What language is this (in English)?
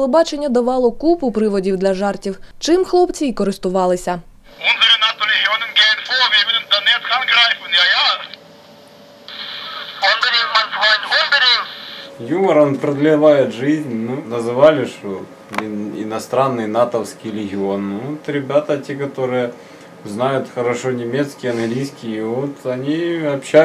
Ukrainian